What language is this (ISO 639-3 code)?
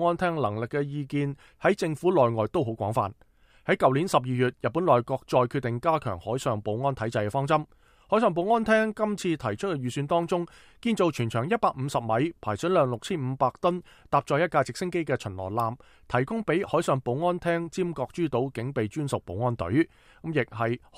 yue